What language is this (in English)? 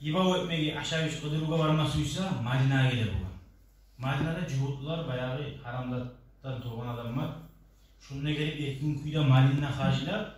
Kumyk